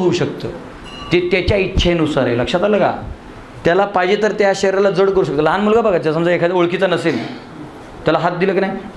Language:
Marathi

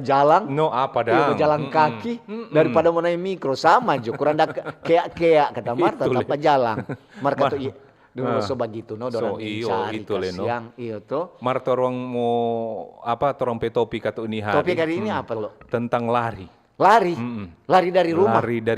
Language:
Manado Malay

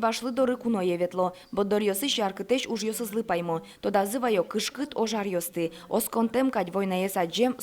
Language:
Udmurt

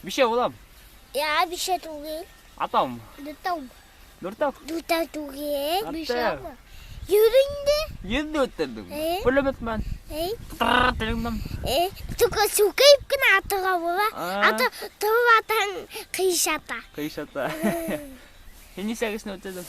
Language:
Bashkir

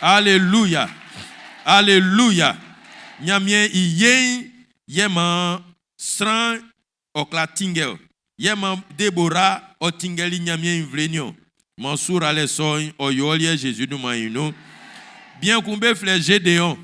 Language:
Baoulé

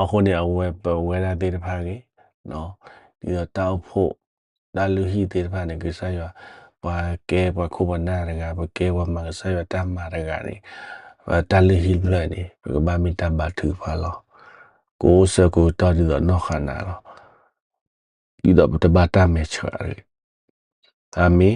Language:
S'gaw Karen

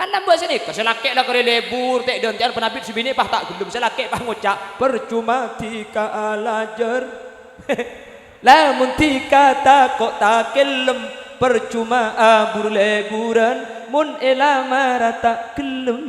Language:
Madurese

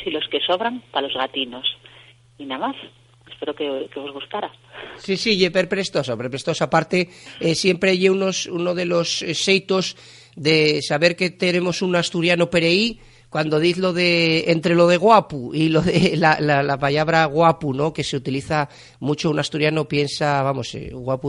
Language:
Asturian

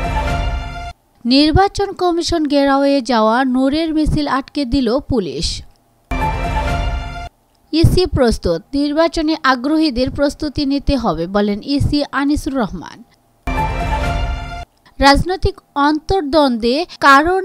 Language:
Bangla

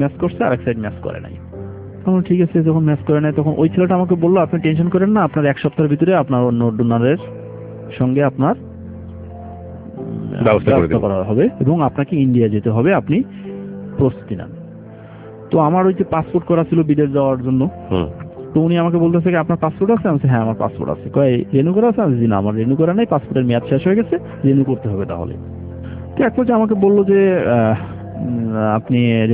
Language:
Bangla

